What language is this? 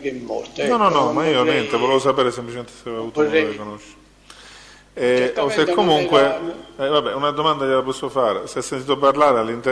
Italian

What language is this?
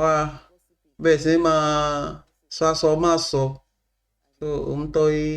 Yoruba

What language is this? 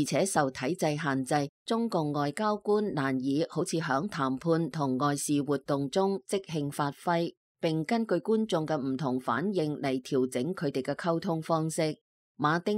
Cantonese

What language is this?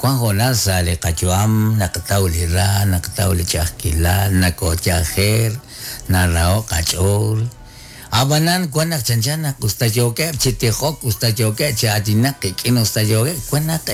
Kekchí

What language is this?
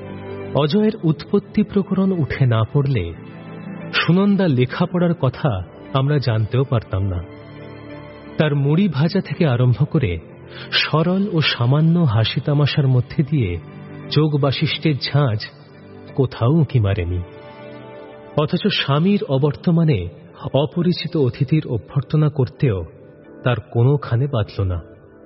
Bangla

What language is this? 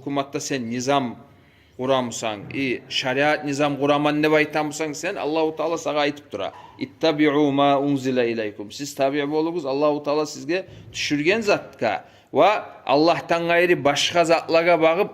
Kumyk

